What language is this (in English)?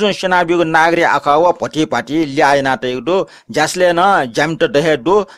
Newari